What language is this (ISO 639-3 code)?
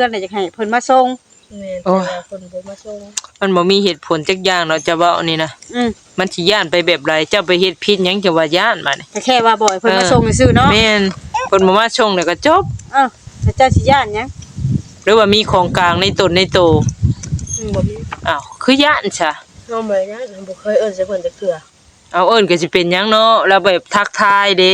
tts